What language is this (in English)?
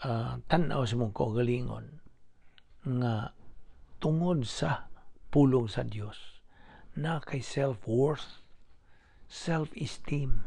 Cebuano